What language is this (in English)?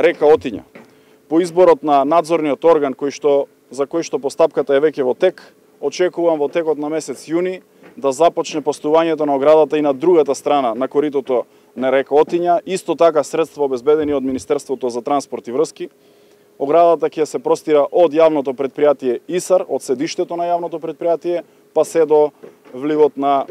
Macedonian